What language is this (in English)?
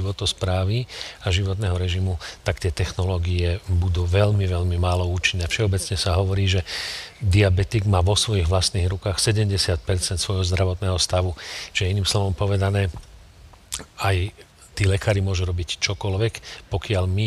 Slovak